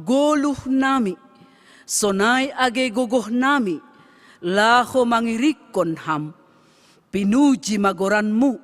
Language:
Batak Simalungun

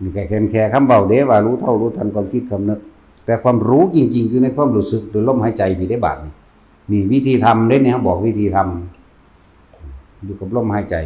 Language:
Northeastern Thai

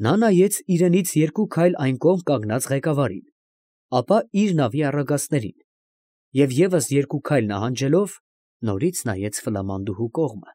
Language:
Armenian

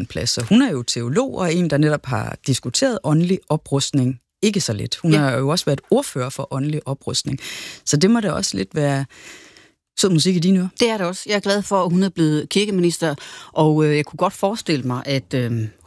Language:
Danish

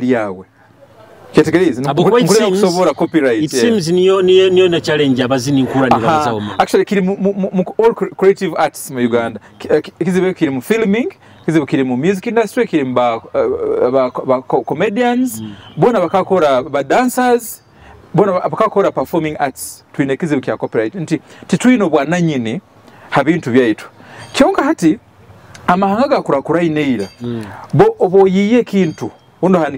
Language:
Nyoro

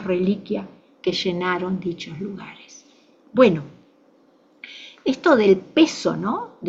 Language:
Spanish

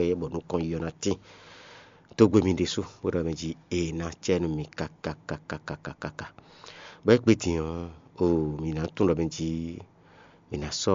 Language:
Fon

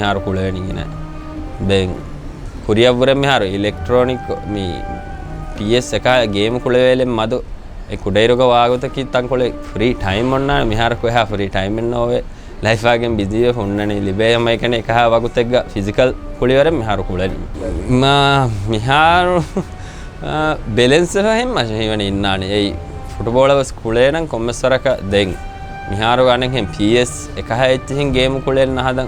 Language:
Divehi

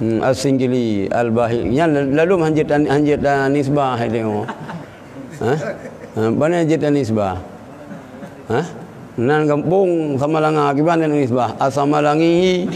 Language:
Achinese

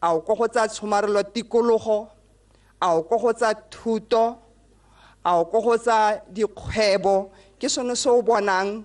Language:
Tswana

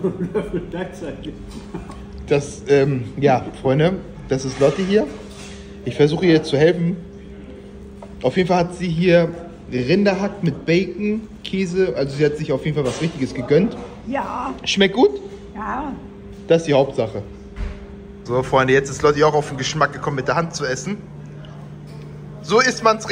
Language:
German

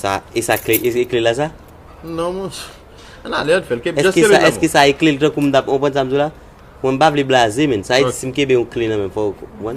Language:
Haitian Creole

